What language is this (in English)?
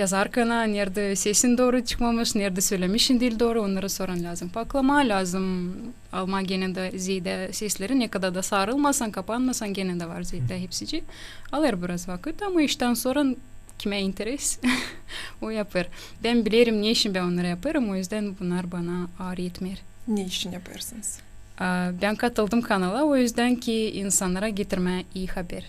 Gagauz